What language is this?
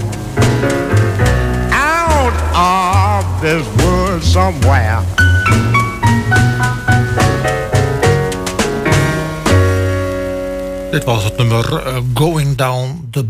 Dutch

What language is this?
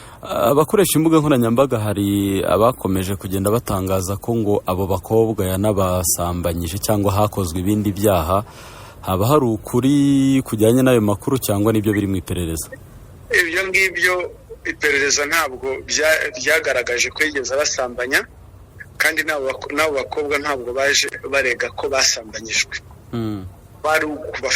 Kinyarwanda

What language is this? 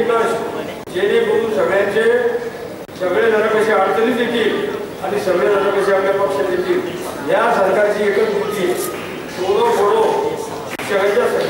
Marathi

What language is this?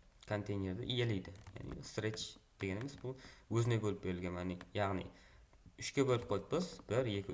Kara-Kalpak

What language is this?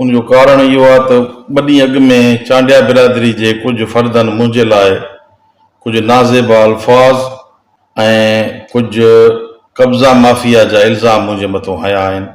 Sindhi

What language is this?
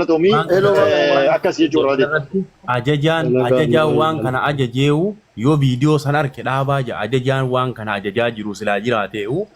Oromo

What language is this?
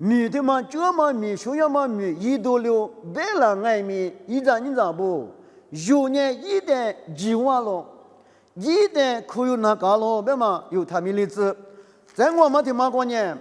Lisu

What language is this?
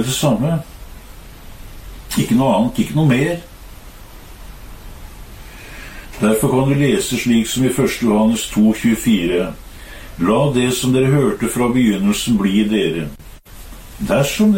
Norwegian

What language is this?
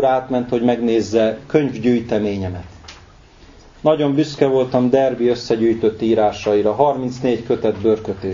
Hungarian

